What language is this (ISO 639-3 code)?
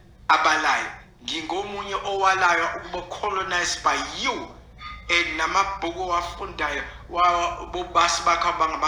zul